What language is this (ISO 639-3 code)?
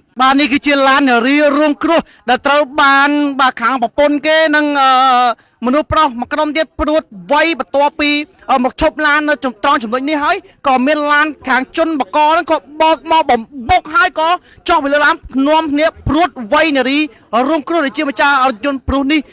khm